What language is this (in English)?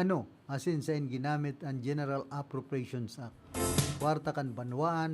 Bikol